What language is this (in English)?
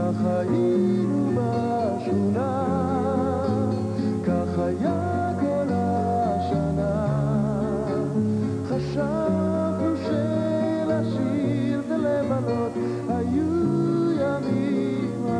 Hebrew